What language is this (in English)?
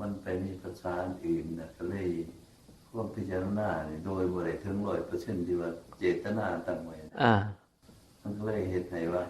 Northeastern Thai